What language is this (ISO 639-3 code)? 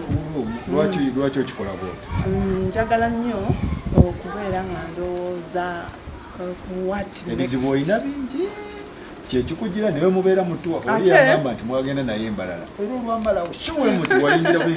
lug